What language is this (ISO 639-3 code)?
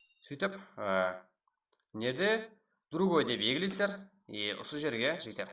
kaa